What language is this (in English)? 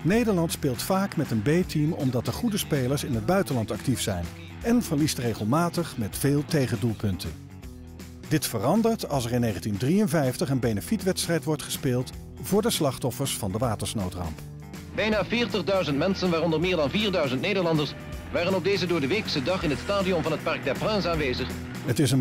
Dutch